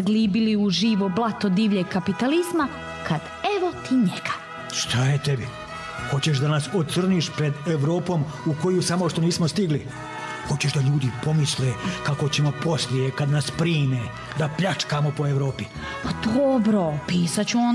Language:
Serbian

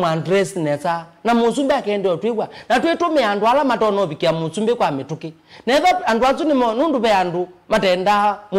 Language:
Kamba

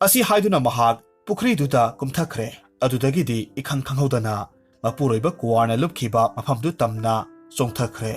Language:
Manipuri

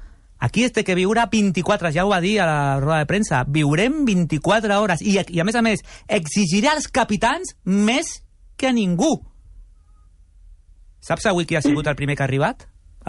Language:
Catalan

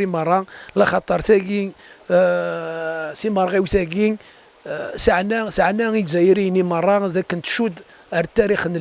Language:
Kabyle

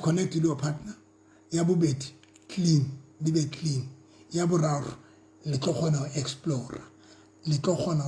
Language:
Southern Sotho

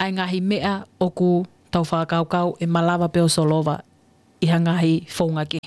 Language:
Tongan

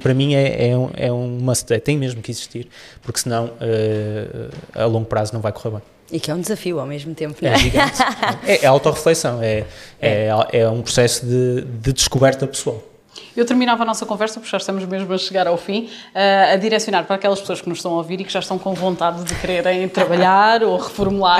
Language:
Portuguese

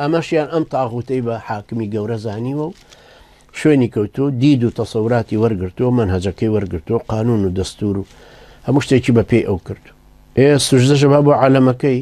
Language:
Central Kurdish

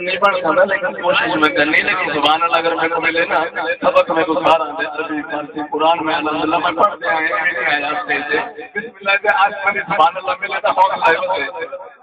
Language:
Saraiki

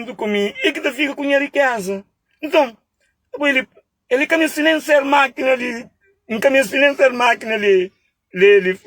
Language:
Kabuverdianu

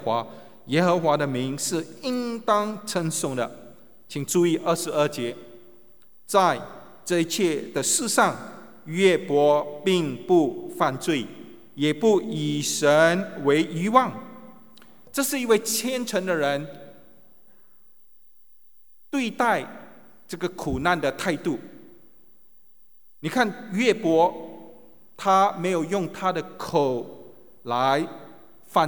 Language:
Chinese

